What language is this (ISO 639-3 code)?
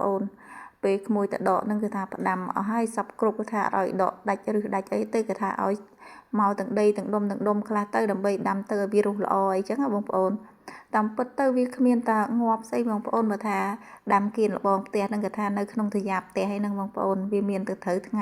khm